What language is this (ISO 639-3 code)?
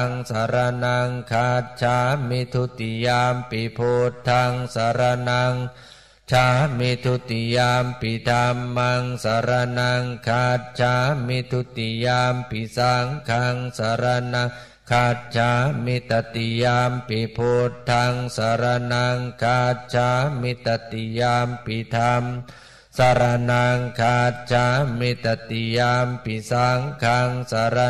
pli